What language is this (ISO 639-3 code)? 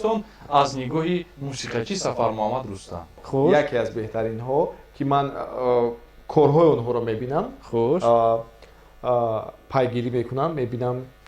tgk